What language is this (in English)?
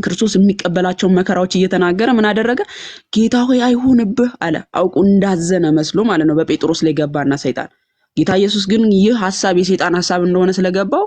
Amharic